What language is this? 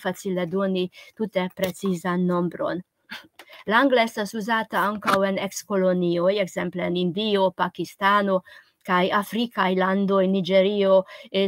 Esperanto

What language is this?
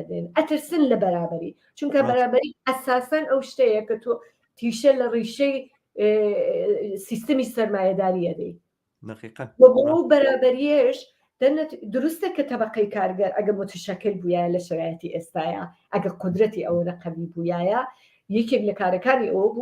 Central Kurdish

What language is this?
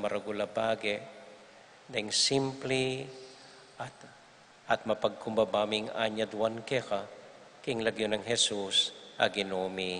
Pampanga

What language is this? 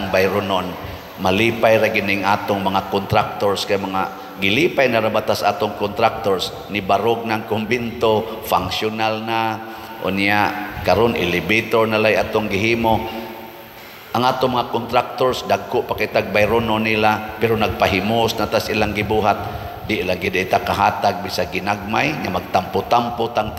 Cebuano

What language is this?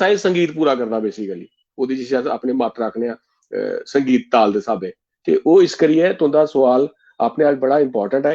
Dogri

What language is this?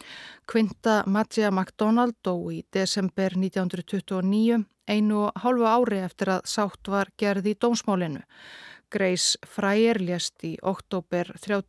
Icelandic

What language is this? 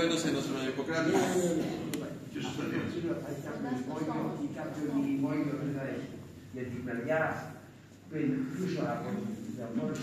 Greek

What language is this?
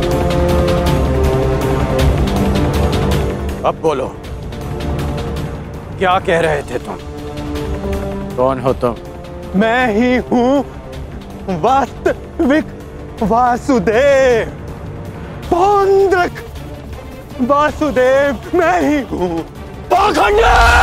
Hindi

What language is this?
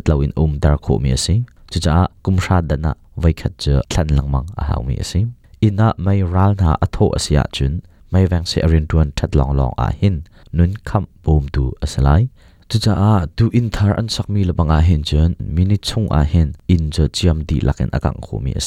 Hakha Chin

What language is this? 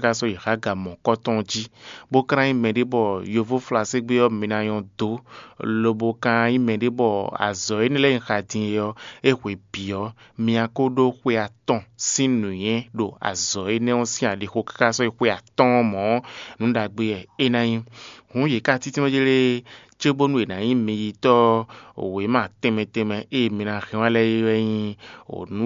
Fon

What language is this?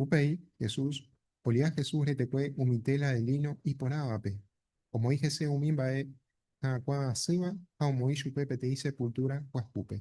Guarani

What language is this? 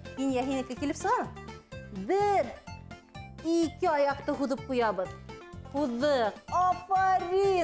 Bashkir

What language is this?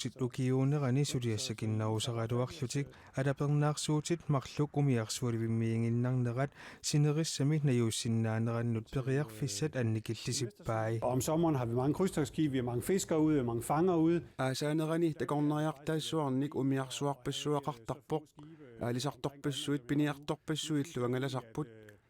Kalaallisut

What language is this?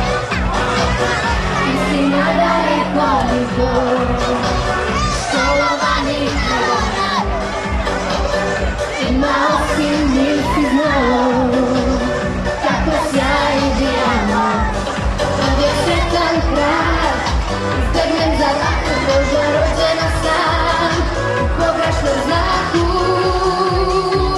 Croatian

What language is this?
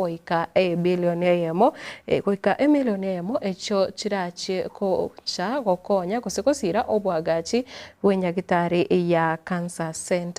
Gusii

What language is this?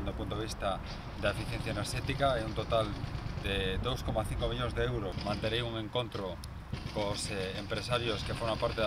Galician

